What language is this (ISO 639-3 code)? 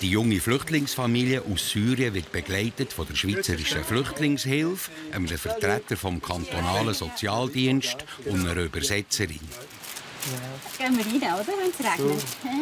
gsw